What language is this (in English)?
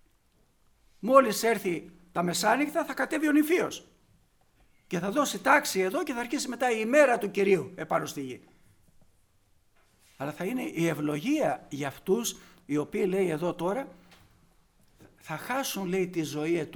Greek